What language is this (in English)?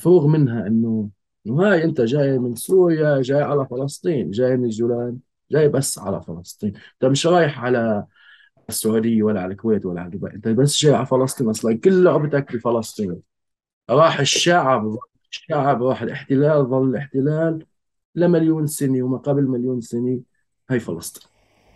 North Levantine Arabic